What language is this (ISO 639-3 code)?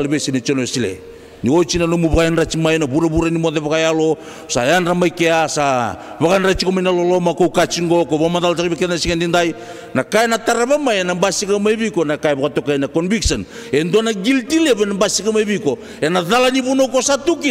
fij